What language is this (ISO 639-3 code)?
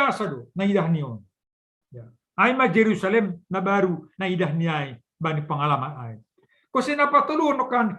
bts